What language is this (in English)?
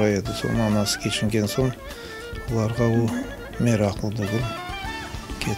Crimean Tatar